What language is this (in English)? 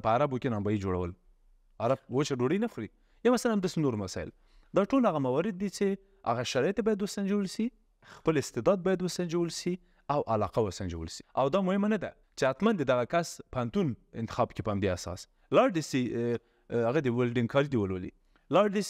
Pashto